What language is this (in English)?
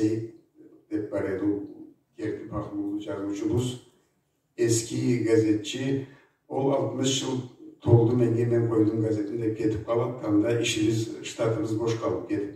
Karachay-Balkar